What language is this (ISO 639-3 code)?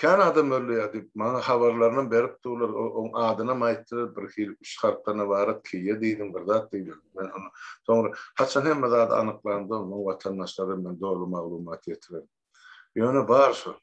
tuk